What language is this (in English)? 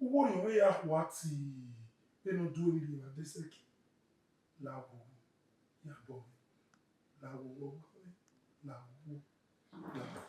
Bini